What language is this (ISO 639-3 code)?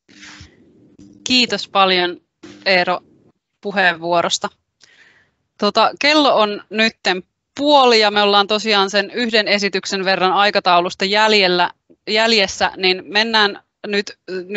fin